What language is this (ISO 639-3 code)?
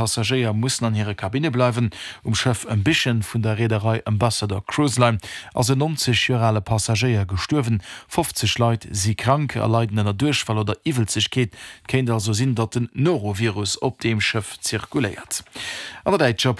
ltz